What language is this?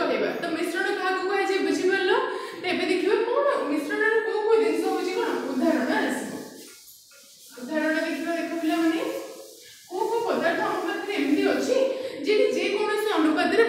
Odia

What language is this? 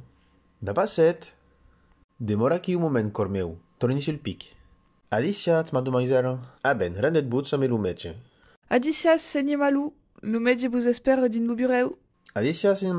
Occitan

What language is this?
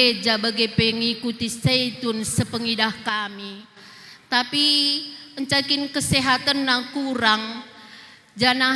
Batak Karo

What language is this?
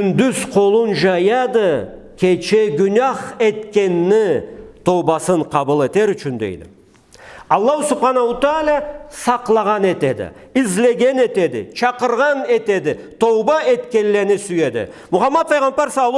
Karachay-Balkar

